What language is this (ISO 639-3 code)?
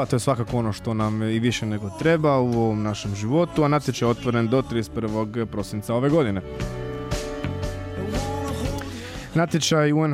hrv